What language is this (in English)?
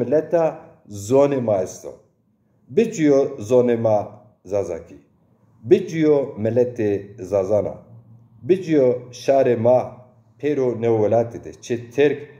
Zaza